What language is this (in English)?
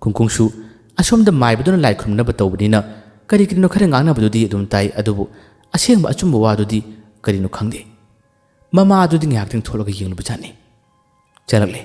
Manipuri